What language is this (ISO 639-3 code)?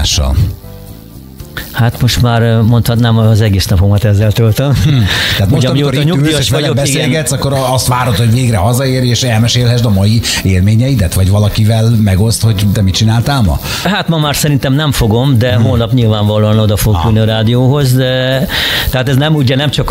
hun